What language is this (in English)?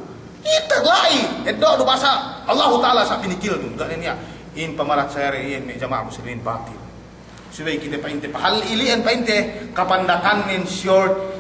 Yakan